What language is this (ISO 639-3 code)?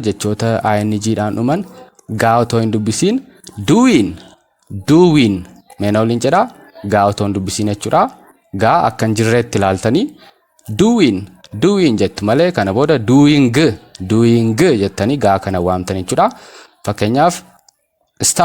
orm